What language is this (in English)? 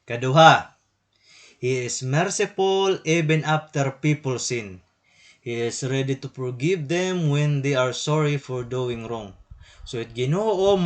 Waray